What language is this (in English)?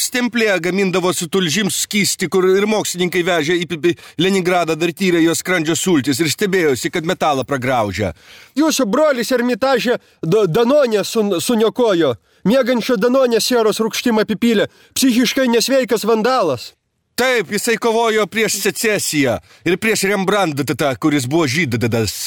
Lithuanian